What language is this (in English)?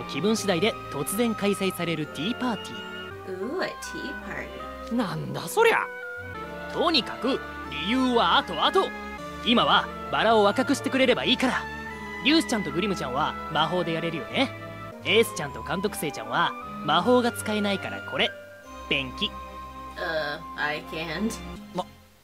Japanese